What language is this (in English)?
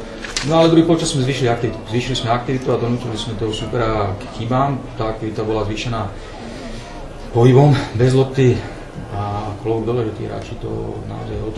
Slovak